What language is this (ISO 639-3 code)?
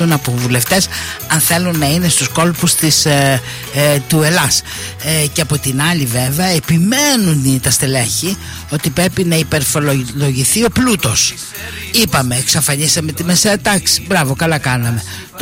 ell